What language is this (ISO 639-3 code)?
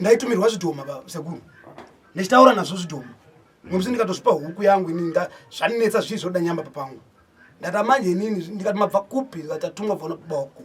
sna